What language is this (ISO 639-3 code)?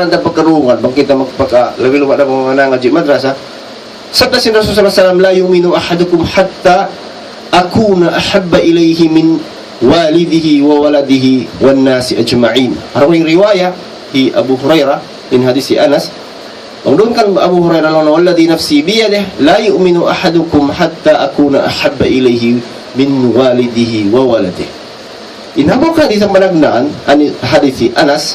tsg